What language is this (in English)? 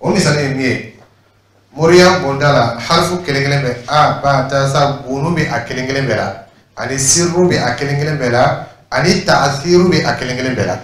Dyula